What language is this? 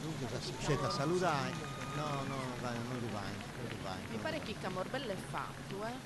Sardinian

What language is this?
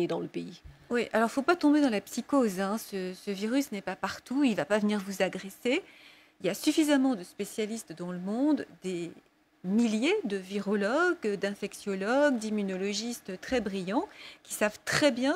French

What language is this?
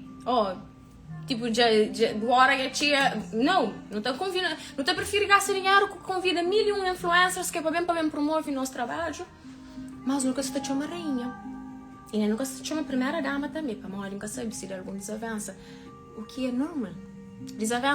Kabuverdianu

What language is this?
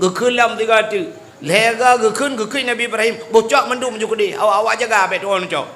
Achinese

